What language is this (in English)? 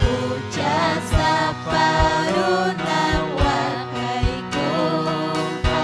Ayacucho Quechua